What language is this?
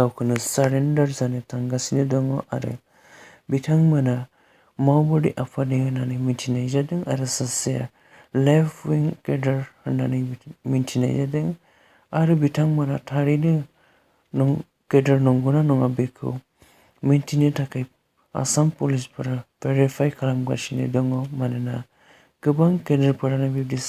Bodo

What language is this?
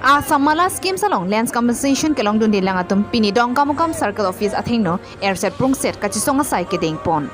Karbi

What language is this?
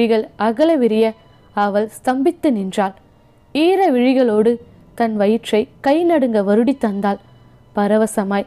Tamil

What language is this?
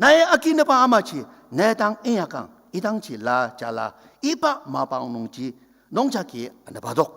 Ao Naga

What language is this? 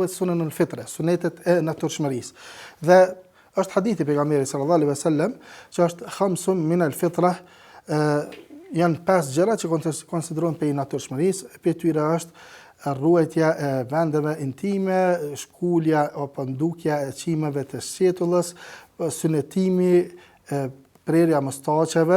Albanian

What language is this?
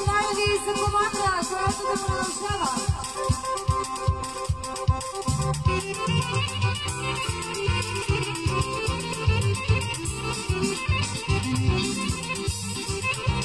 Bulgarian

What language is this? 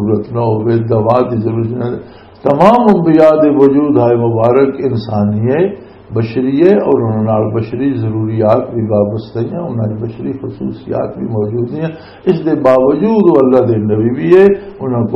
Western Panjabi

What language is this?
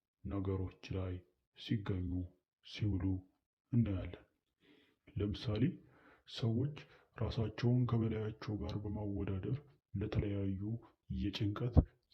Amharic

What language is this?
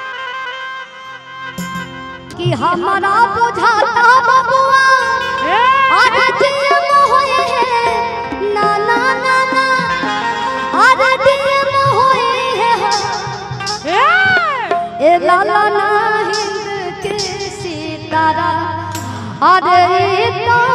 Bhojpuri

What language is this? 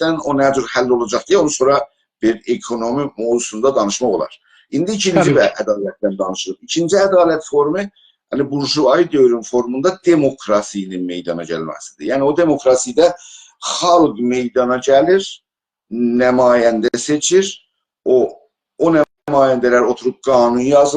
South Azerbaijani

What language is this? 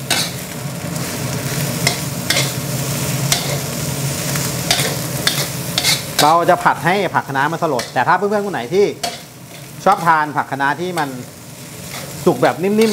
Thai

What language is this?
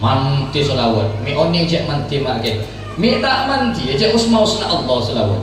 Madurese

